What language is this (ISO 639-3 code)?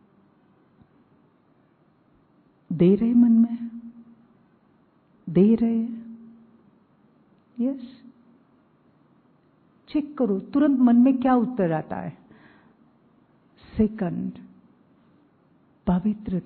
hin